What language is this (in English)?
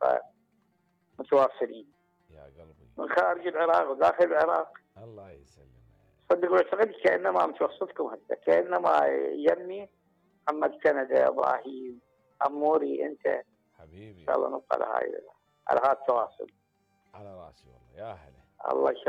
Mesopotamian Arabic